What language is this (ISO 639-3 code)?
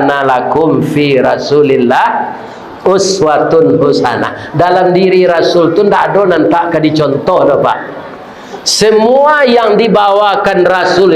min